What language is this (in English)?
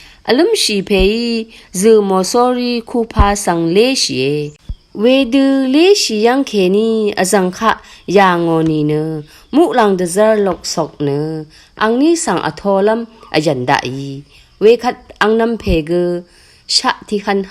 Rawang